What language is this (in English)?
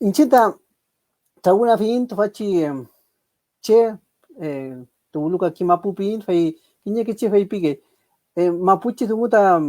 Mapuche